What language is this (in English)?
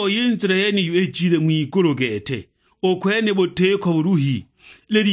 Sukuma